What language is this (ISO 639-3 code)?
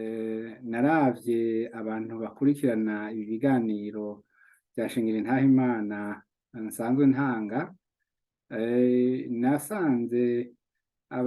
run